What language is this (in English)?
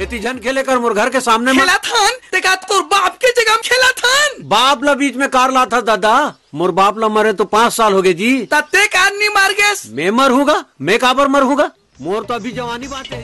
Chhattisgarhi